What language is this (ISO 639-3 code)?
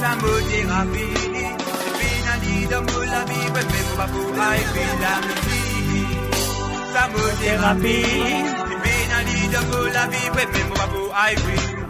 mfe